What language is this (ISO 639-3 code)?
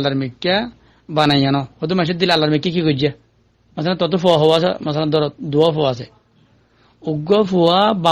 rhg